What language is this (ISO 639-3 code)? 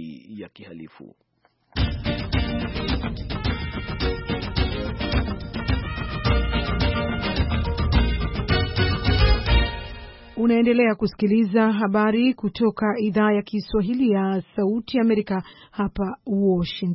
swa